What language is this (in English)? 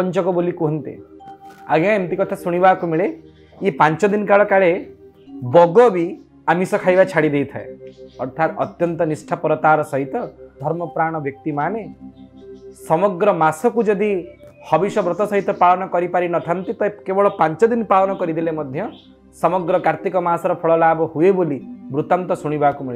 Odia